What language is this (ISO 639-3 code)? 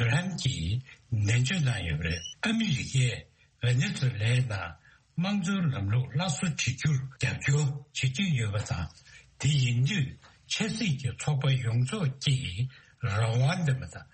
bod